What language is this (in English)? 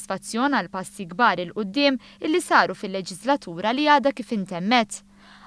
Maltese